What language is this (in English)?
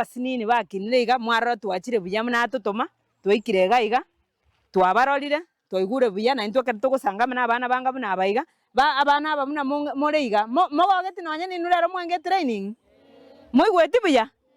Gusii